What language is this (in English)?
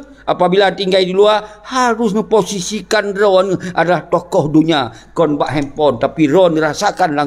Achinese